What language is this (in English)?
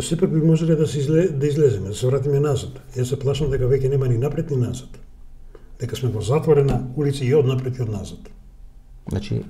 Macedonian